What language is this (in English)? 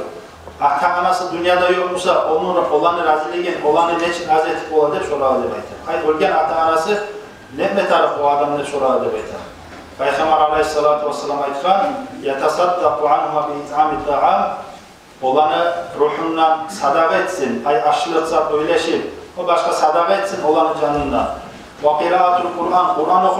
Kumyk